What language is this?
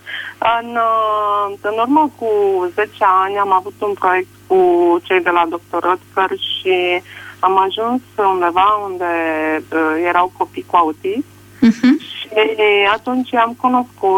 Romanian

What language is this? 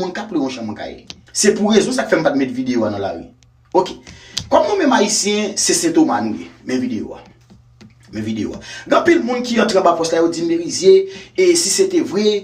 Haitian Creole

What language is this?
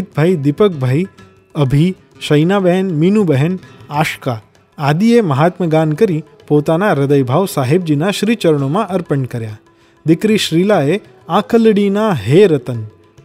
Gujarati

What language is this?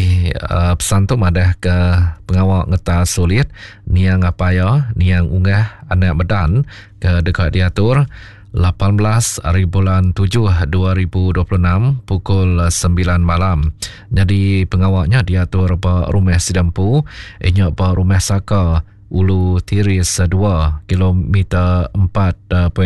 Iban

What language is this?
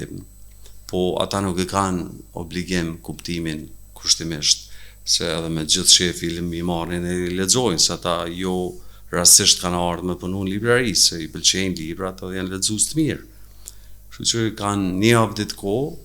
Albanian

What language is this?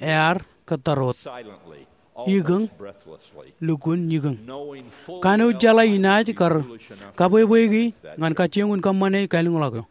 Marshallese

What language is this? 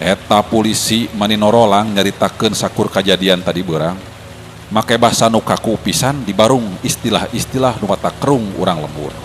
Sundanese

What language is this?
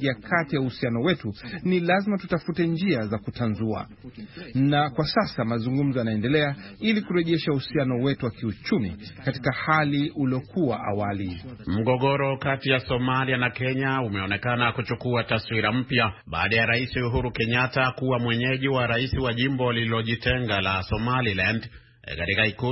Swahili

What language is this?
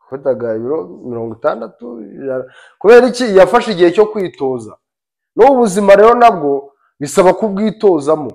Kinyarwanda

